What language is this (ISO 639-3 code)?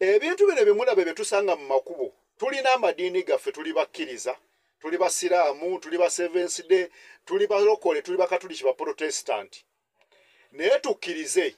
lug